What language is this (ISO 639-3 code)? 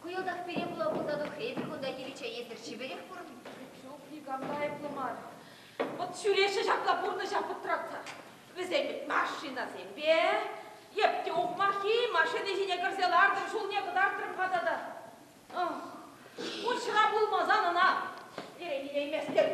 chv